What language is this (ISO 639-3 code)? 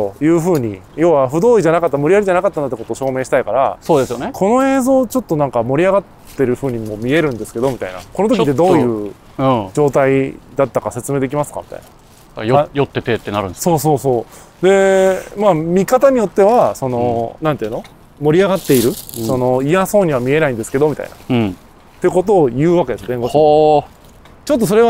jpn